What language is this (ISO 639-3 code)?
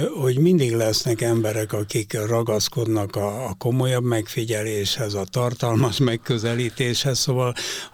hun